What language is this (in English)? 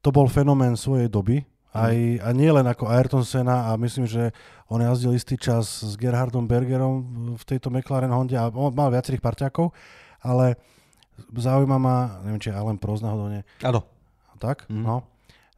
Slovak